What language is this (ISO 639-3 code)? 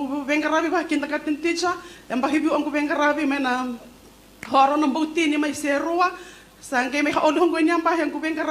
fij